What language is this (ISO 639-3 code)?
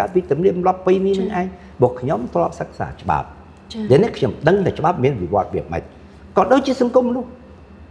khm